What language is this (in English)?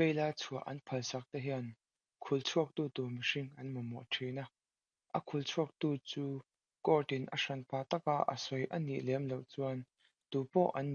Mizo